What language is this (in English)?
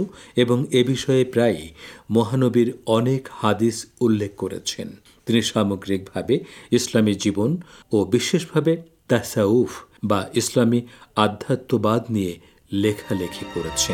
Bangla